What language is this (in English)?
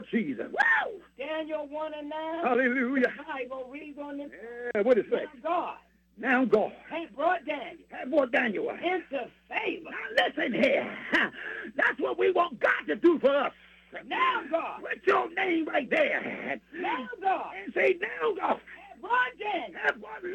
English